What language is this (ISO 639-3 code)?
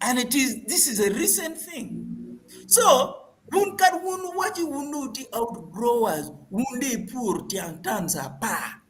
ach